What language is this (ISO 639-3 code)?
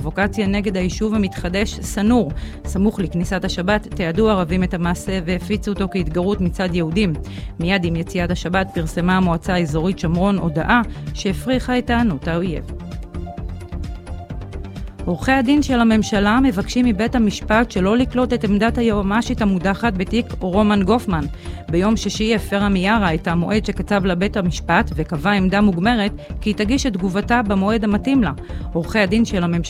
heb